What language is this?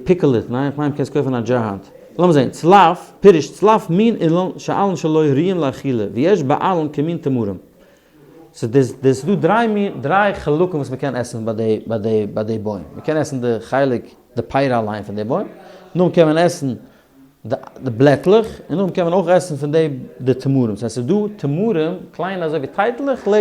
Yiddish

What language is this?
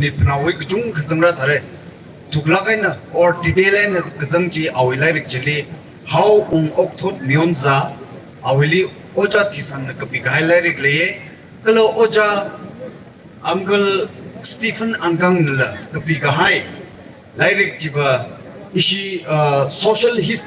Tangkhul Naga (India)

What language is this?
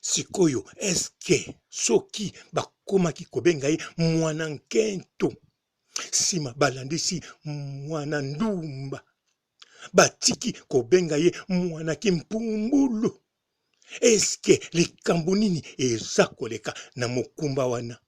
Lingala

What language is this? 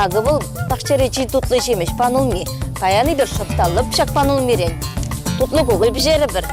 Chuvash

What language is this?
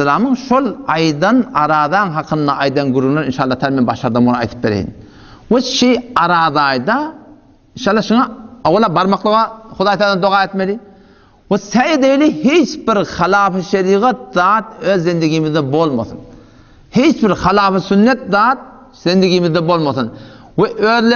Turkmen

